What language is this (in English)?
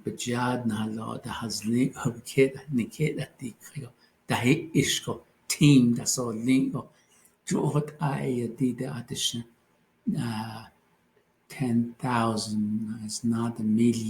Navajo